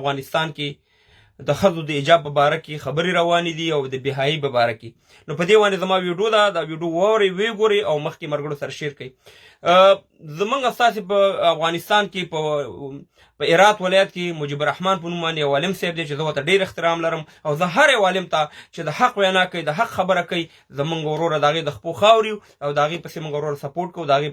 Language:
Pashto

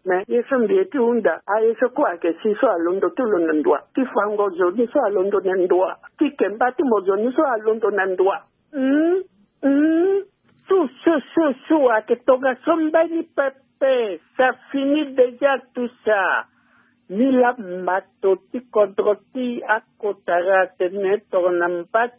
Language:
Sango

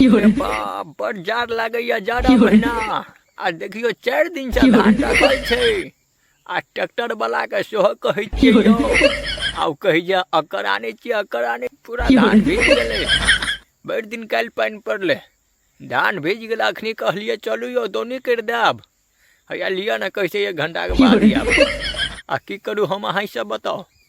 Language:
Maithili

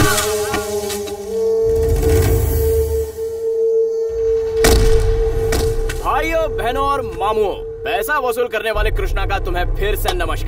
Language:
Hindi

